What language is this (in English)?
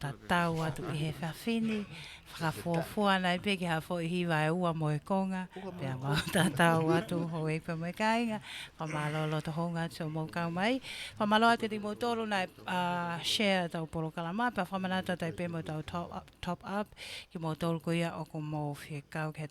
Tongan